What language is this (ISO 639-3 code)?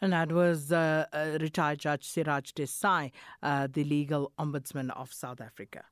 eng